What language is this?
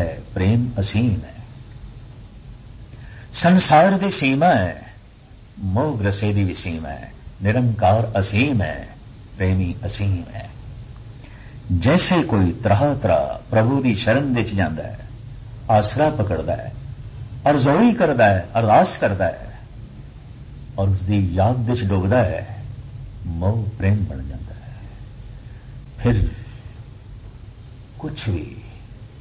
Punjabi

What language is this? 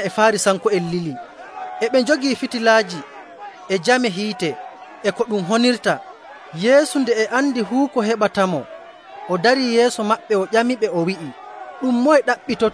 Nigerian Fulfulde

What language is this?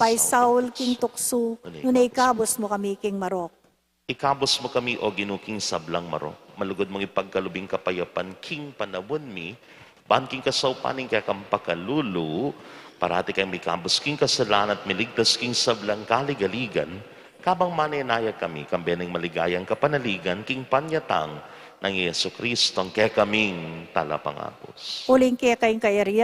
Pampanga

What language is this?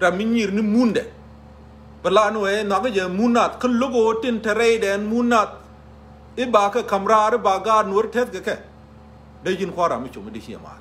Nuer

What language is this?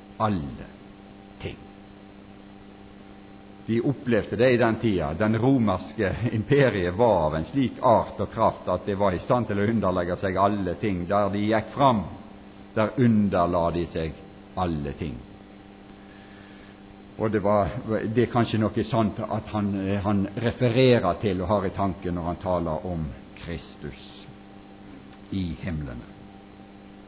Norwegian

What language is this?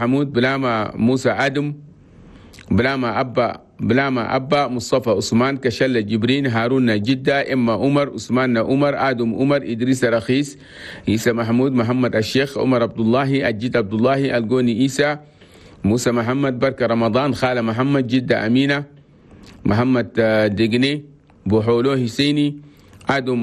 Chadian Arabic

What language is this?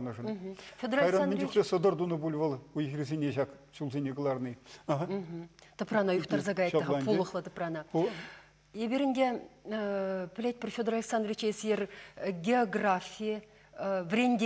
Chuvash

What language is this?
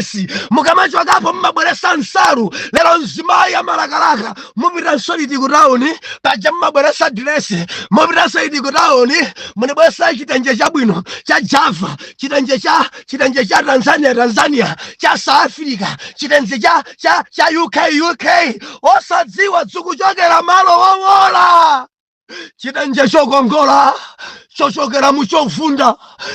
Nyanja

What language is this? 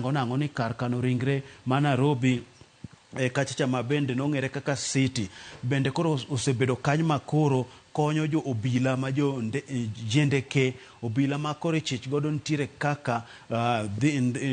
Luo (Kenya and Tanzania)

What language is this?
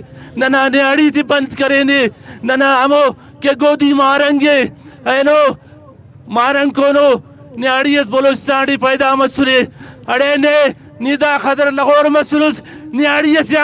Brahui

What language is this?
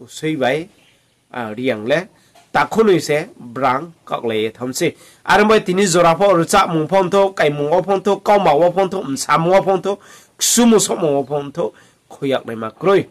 Riang (India)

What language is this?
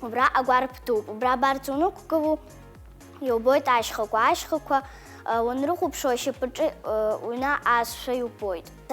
Abkhazian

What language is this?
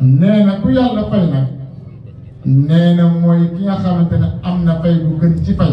Wolof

